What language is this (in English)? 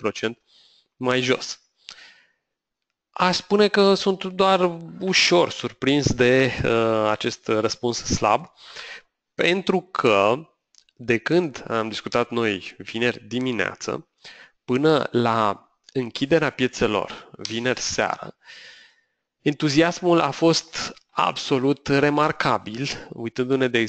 Romanian